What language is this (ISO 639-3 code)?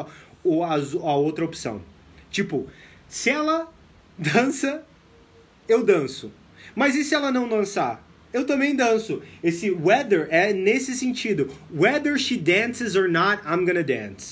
por